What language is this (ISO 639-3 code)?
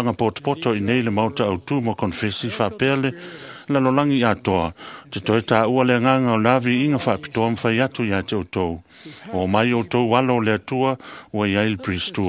smo